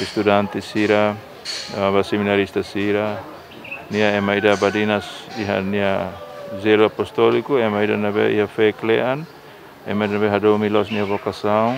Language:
Tetum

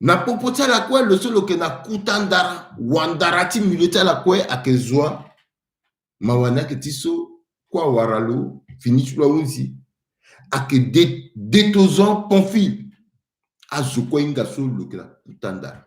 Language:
Sango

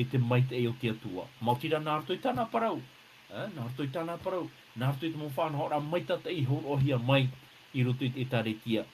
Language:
Tahitian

